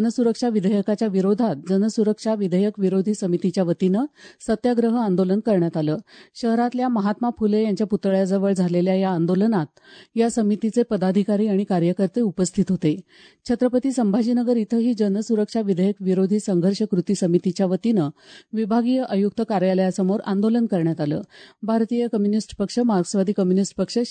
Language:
Marathi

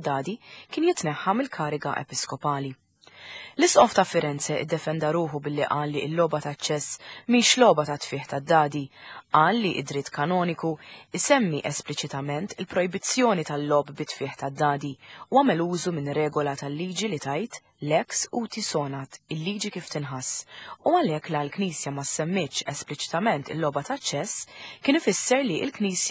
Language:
Maltese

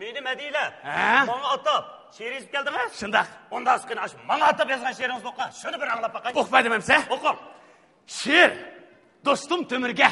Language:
Uyghur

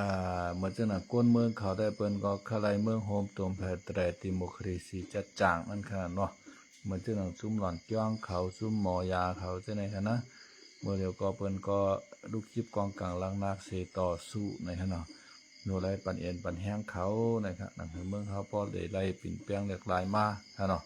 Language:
Shan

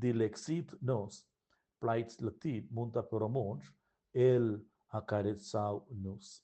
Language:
Romansh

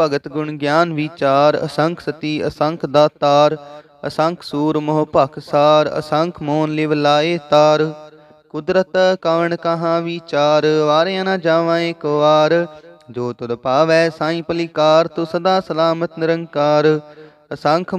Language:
Punjabi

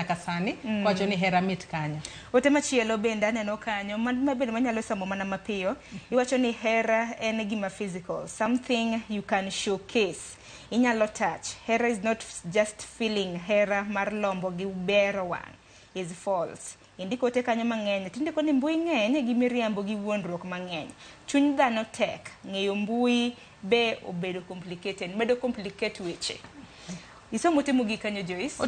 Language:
Luo (Kenya and Tanzania)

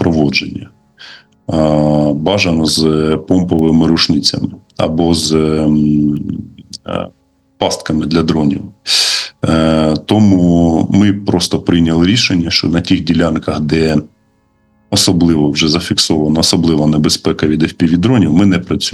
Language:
Ukrainian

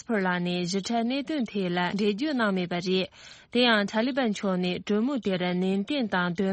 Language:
Tibetan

